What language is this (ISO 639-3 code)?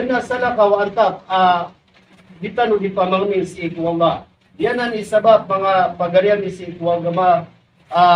mrw